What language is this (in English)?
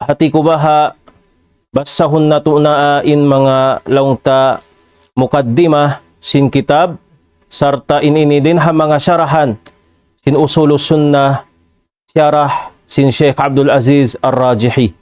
Tausug